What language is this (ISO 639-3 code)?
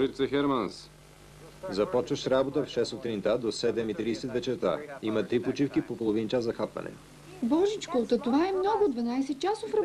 bul